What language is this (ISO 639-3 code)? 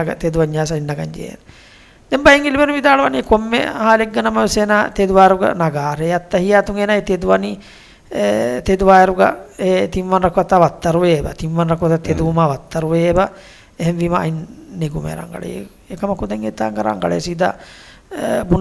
div